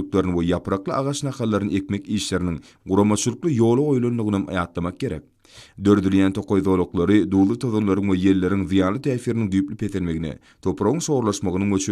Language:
Turkmen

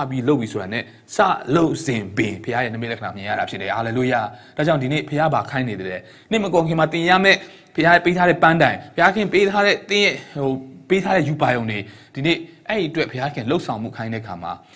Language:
Burmese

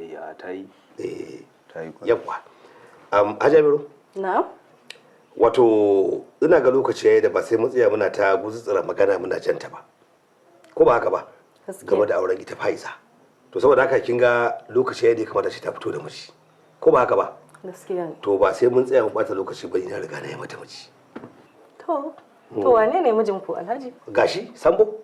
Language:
Hausa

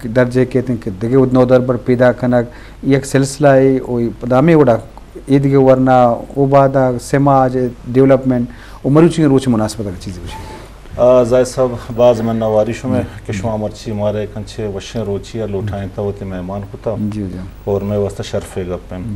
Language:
Baluchi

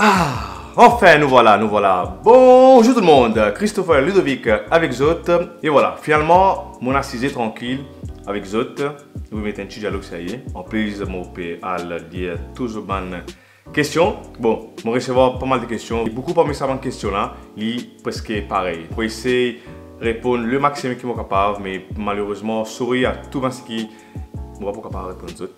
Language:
Morisyen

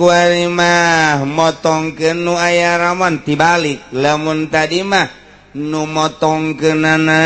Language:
Sundanese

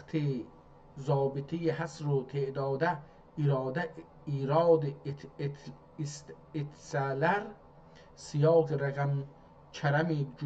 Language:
South Azerbaijani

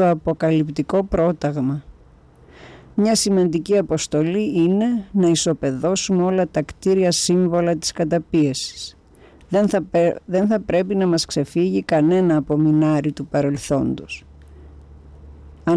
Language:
Greek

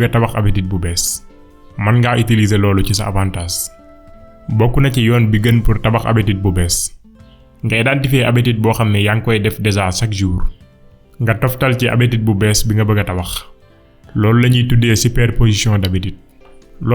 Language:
Wolof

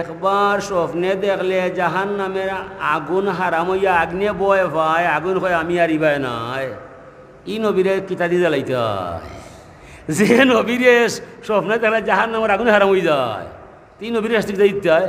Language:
Sylheti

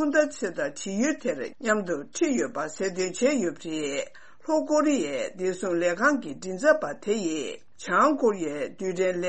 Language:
Tibetan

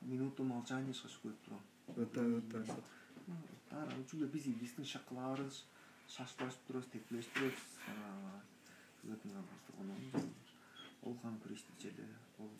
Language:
Tuvinian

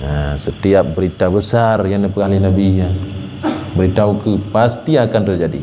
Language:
Achinese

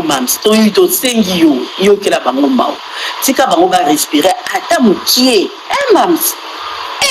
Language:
Lingala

